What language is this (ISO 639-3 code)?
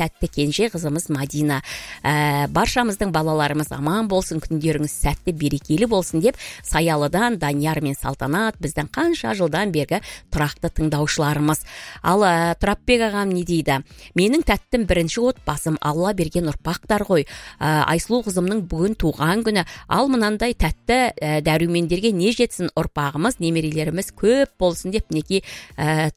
kaz